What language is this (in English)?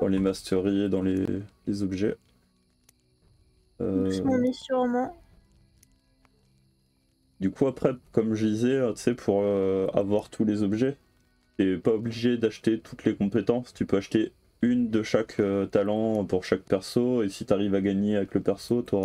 French